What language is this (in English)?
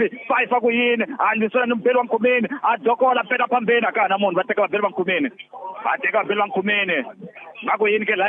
Tsonga